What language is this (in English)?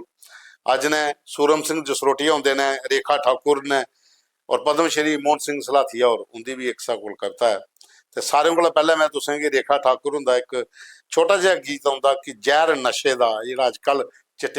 Dogri